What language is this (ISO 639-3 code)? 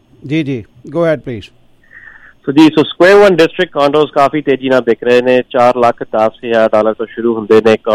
pan